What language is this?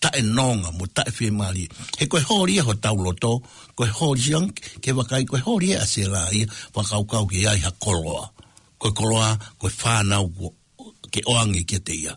Tongan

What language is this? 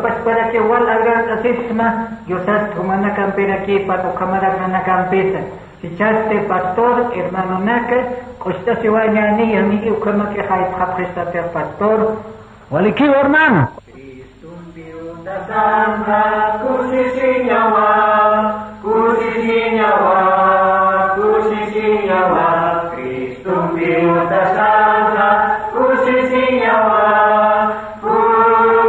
Aymara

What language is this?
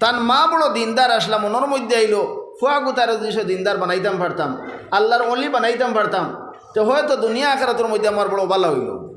Sylheti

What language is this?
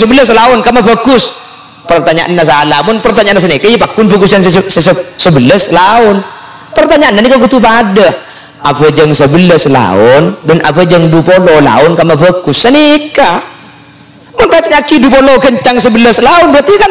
Madurese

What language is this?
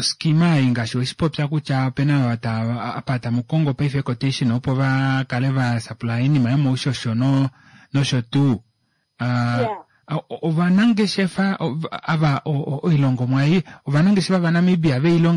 Kuanyama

